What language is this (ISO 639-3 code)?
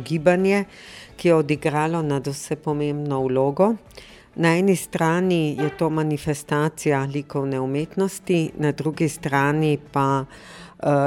slv